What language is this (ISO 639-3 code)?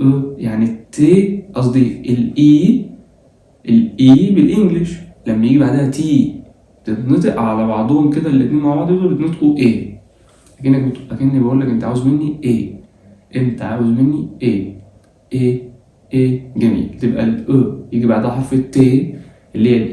arz